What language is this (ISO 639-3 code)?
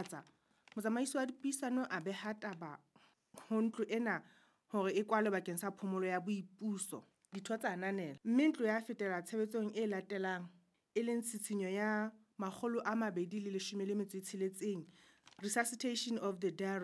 sot